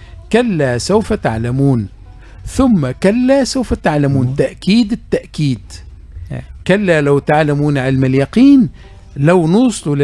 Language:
Tunisian Arabic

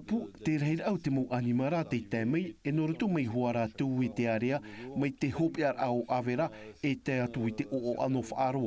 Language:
Tahitian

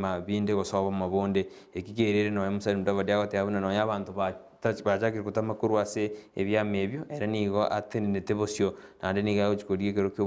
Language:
Gusii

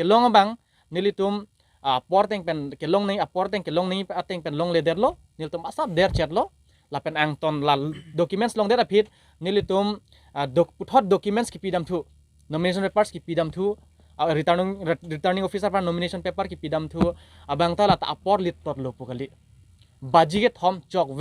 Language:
Karbi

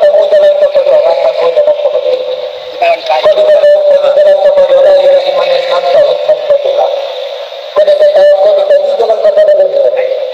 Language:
Minangkabau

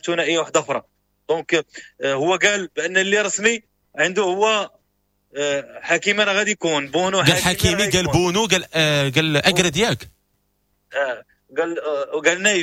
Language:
Moroccan Arabic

